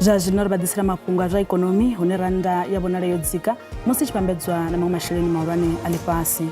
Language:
Venda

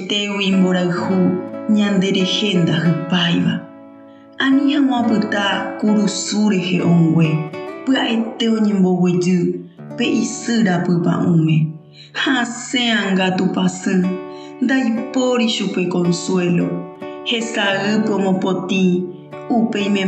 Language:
Guarani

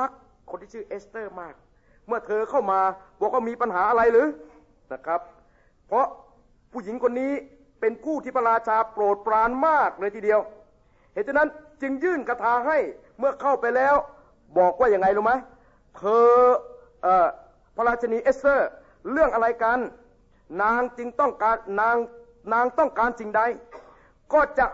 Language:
Thai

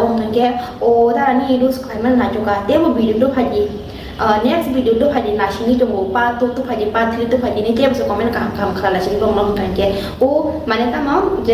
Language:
Kok Borok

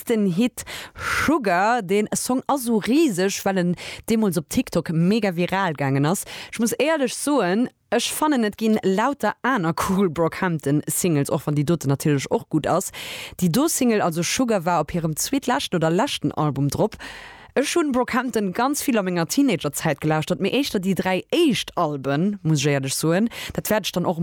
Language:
Luxembourgish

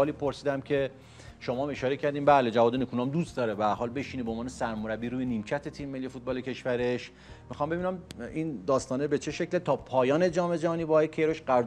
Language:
Persian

